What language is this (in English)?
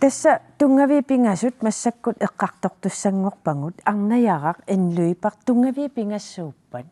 Kalaallisut